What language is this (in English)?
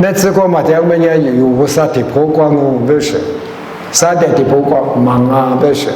Lisu